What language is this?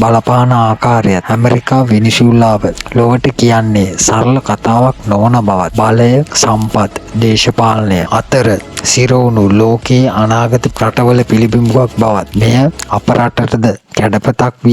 Sinhala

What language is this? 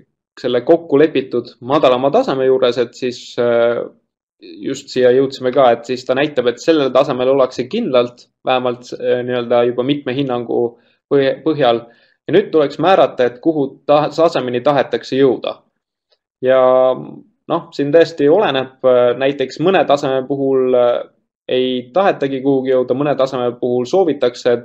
Estonian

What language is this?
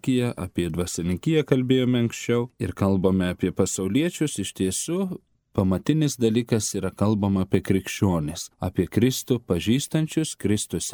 Lithuanian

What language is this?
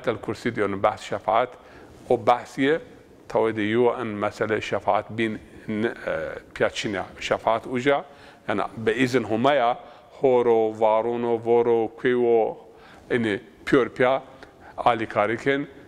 Zaza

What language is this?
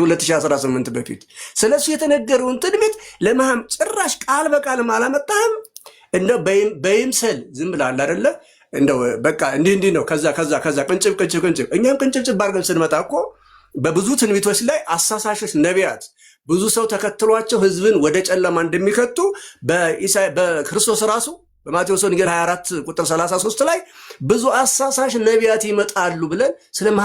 Amharic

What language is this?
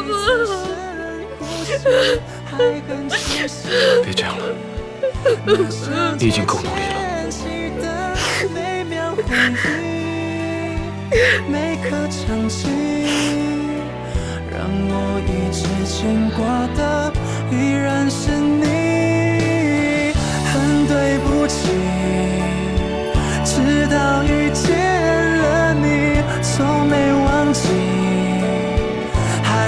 Chinese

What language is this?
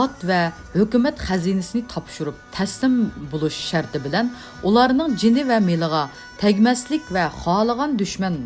Uyghur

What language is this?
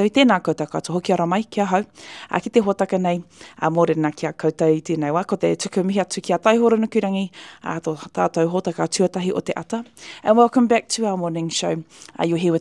Māori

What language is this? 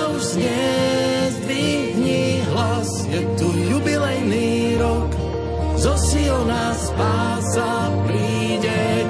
Slovak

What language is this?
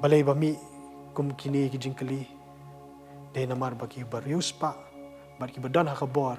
Khasi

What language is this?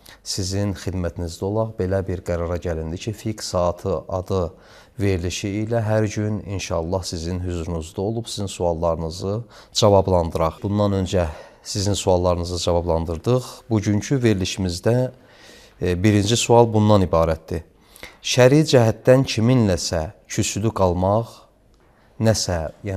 Azerbaijani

